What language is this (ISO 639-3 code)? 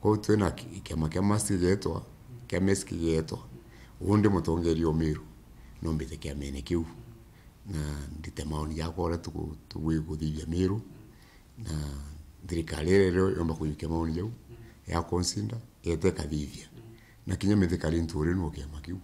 mer